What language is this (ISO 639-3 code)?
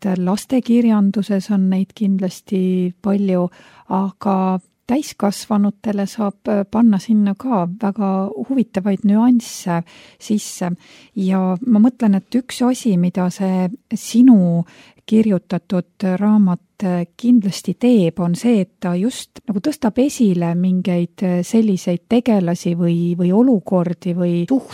est